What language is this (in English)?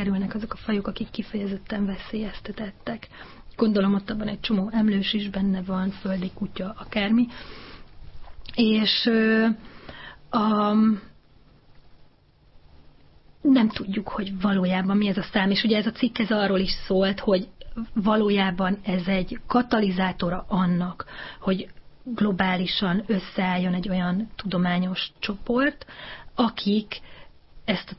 Hungarian